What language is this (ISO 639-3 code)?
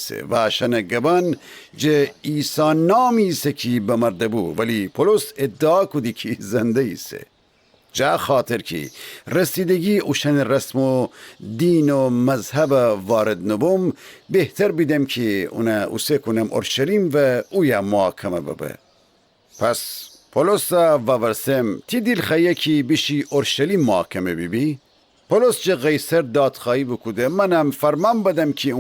glk